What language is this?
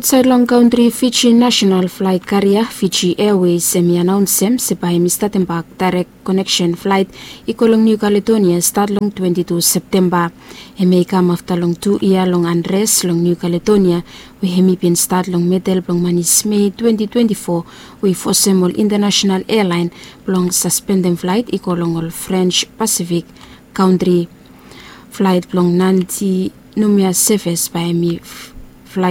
Bislama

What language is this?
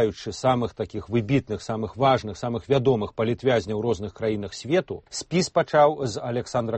Belarusian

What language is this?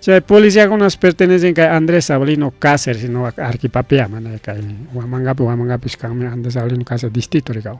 Ayacucho Quechua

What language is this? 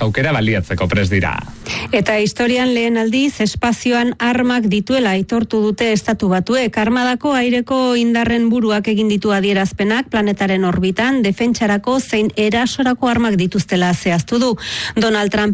Basque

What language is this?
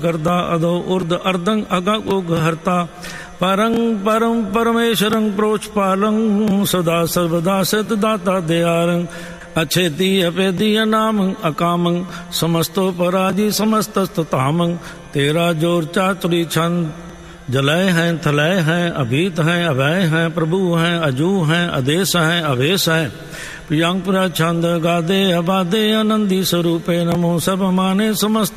Punjabi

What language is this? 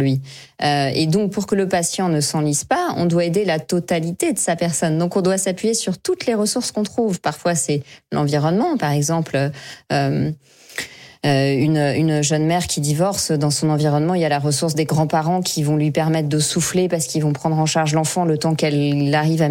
French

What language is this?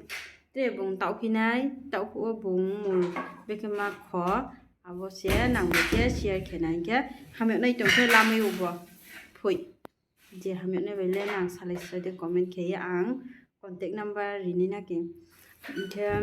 Riang (India)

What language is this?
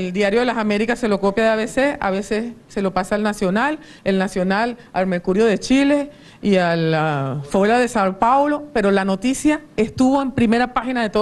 Spanish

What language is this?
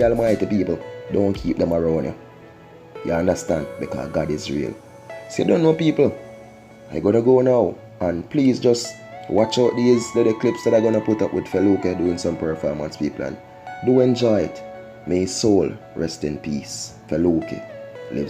Jamaican Creole English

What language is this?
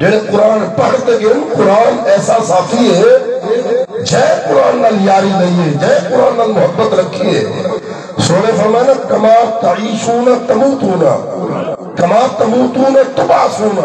Saraiki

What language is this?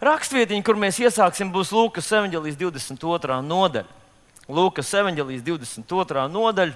Latvian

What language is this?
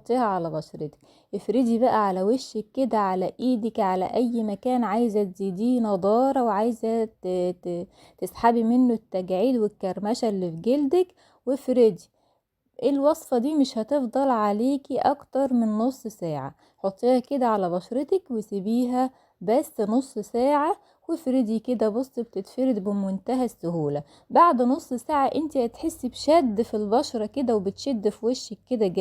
Egyptian Arabic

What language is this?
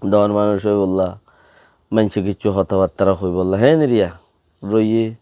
Rohingya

